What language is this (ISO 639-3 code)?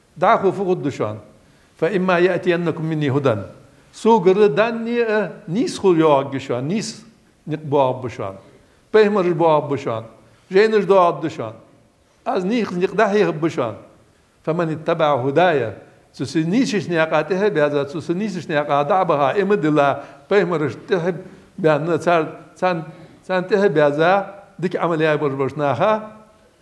inh